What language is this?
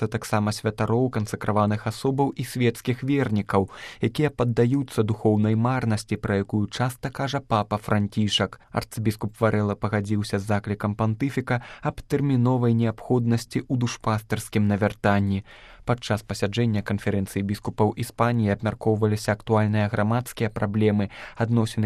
Belarusian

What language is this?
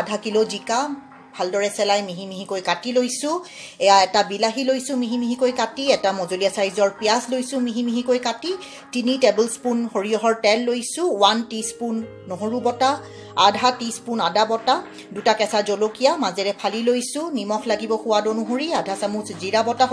Assamese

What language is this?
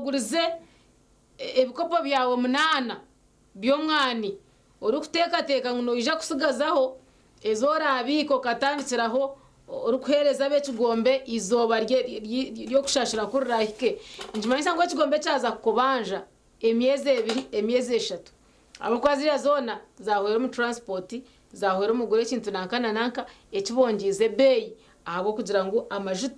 Nyankole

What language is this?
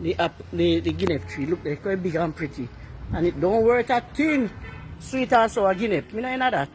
Jamaican Creole English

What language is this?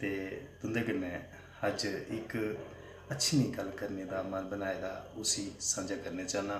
Dogri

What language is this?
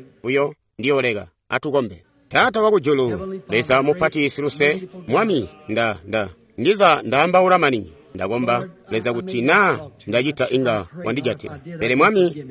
Tonga (Zambia)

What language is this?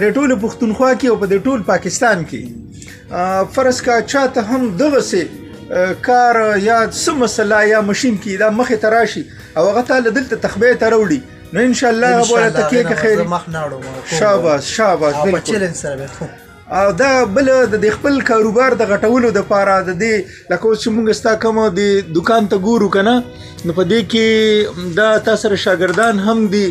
Pashto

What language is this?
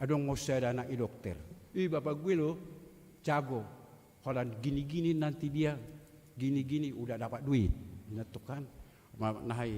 Batak Toba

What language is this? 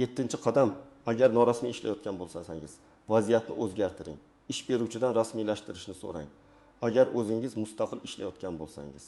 Uzbek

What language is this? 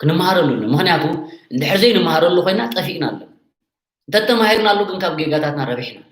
Tigrinya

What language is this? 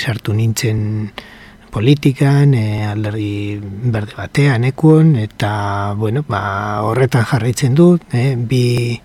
Basque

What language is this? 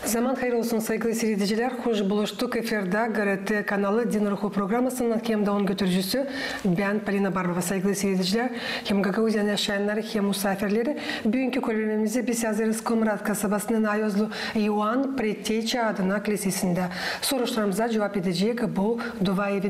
Gagauz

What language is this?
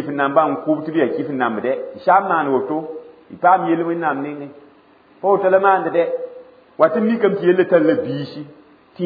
Mossi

